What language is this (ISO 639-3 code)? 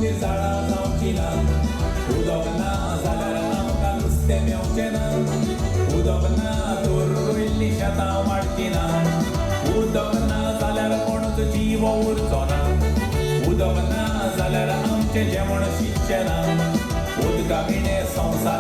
kok